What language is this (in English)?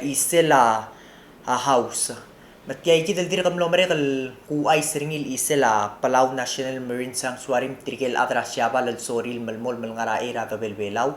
Palauan